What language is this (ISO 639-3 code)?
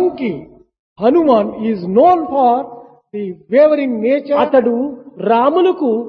tel